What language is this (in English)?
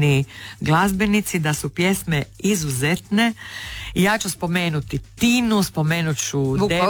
Croatian